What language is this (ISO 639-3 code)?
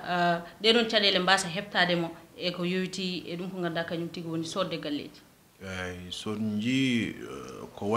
ful